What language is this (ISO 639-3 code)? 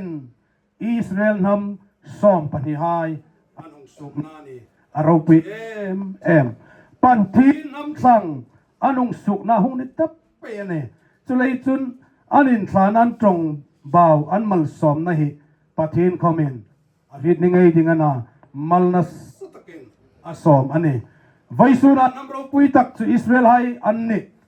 hmr